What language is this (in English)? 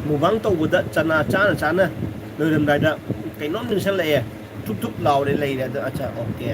Manipuri